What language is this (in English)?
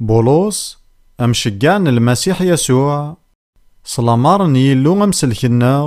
Kabyle